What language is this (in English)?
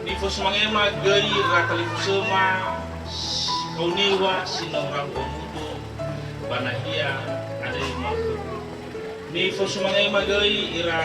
Nias